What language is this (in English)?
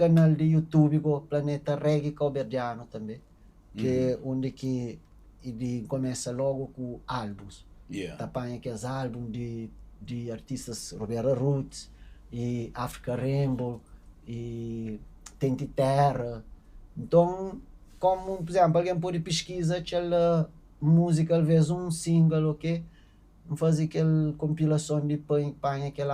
Kabuverdianu